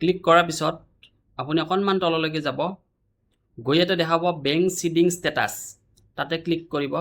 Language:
Assamese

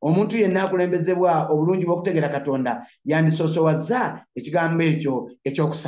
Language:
Ganda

